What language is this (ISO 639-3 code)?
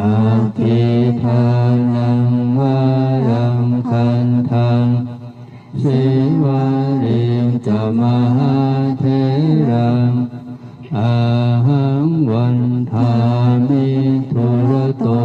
pli